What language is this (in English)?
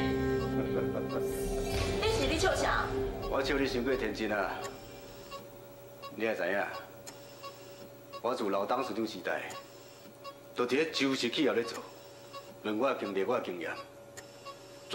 Min Nan Chinese